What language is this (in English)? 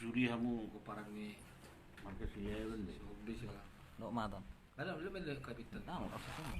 Batak Toba